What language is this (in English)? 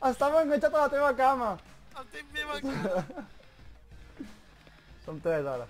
Catalan